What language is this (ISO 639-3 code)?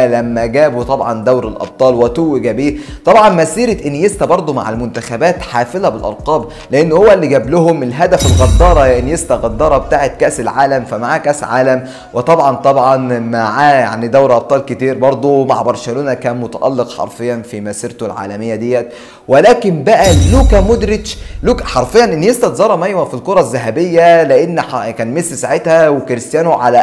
arz